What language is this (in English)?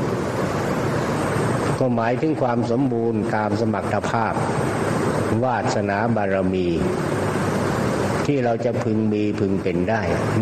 Thai